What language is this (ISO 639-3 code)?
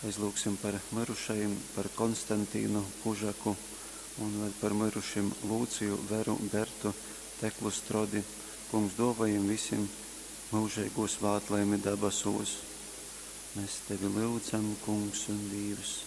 ltg